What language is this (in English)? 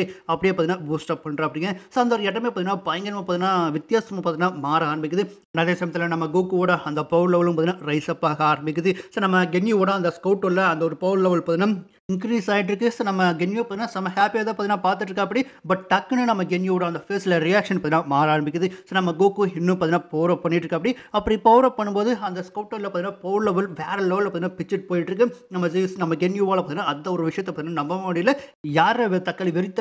Tamil